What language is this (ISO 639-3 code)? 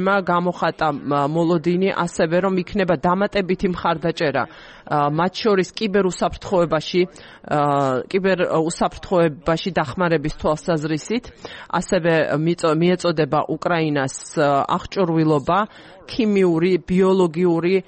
kat